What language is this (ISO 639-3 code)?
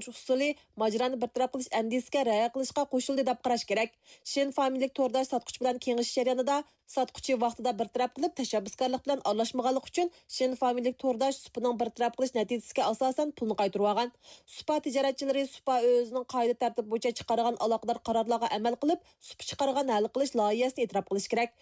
uig